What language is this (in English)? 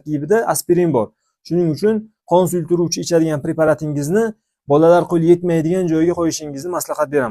Uzbek